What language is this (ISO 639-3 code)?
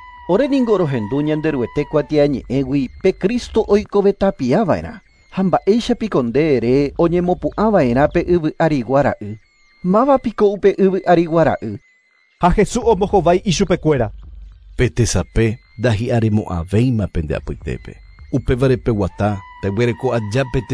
grn